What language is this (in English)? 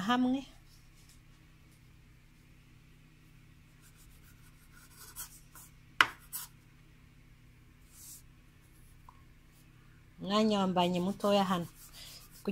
Kinyarwanda